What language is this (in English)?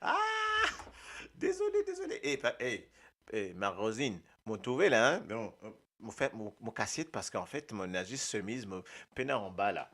Morisyen